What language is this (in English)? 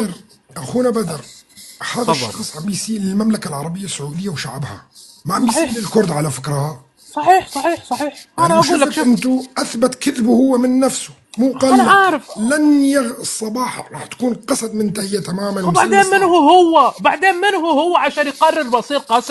North Levantine Arabic